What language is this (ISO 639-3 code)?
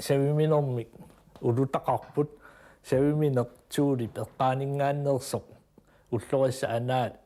kal